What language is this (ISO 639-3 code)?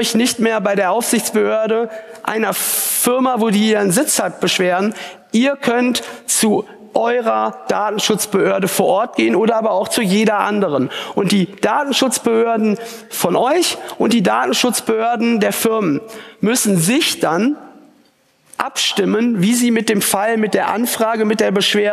deu